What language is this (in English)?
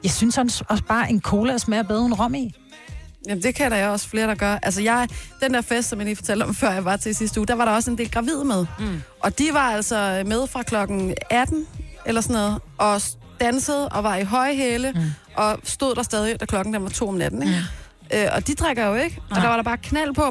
Danish